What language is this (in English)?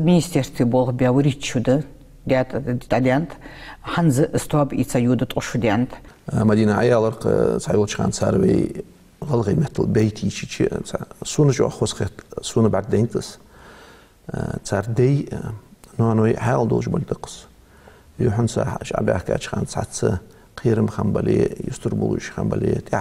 Ingush